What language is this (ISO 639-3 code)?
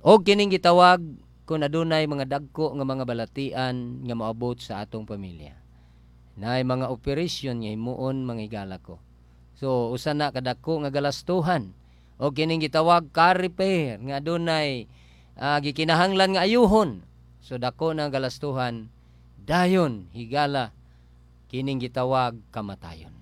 ceb